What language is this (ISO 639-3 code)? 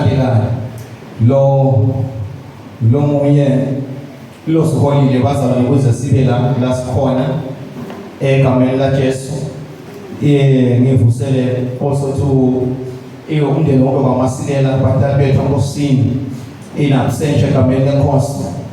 zul